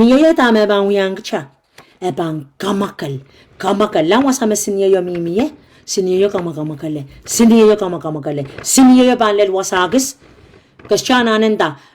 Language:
Pohnpeian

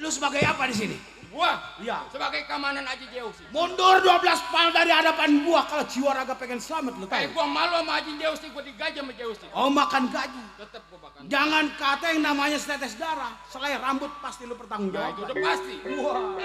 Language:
Betawi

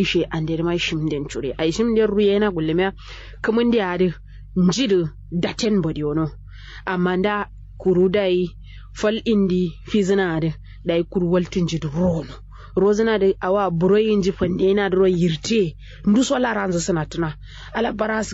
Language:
Kanuri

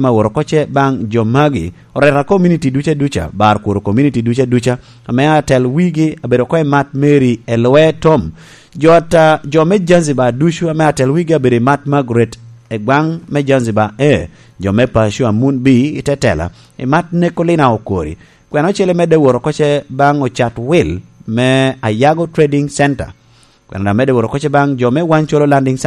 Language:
Lango (Uganda)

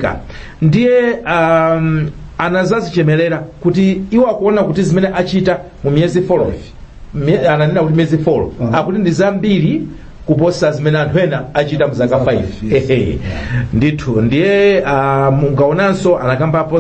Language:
Nyanja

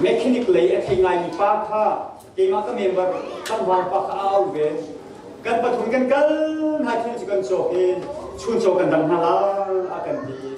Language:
Hakha Chin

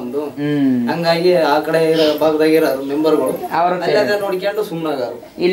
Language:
Kannada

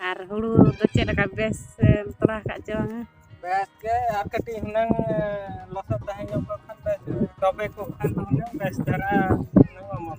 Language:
Santali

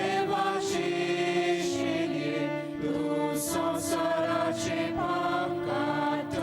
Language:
Konkani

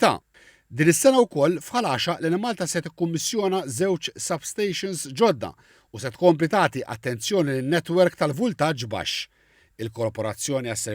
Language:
Maltese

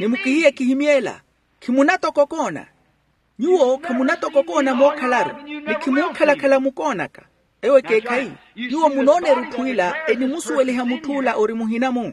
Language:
Makhuwa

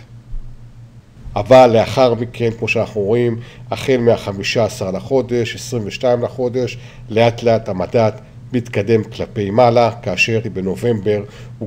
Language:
Hebrew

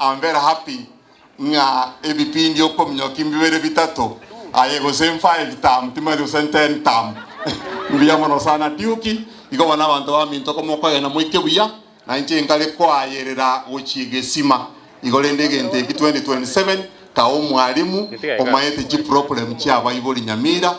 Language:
Gusii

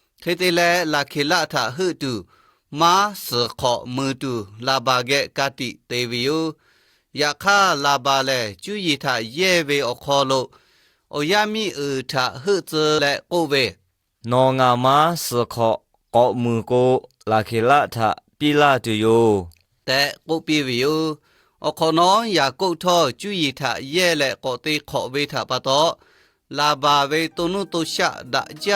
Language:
Lahu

